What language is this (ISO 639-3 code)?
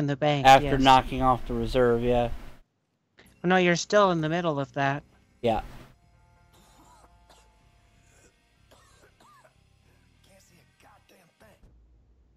eng